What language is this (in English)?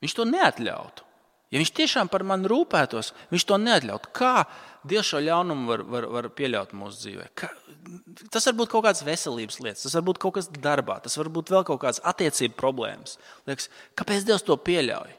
Latvian